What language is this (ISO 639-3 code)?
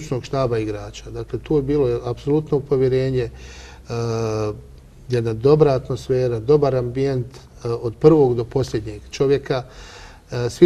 bos